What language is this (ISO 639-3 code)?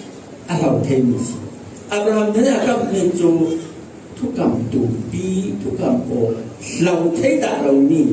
cfm